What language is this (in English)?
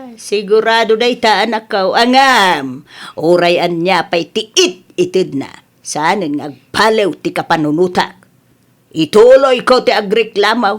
Iloko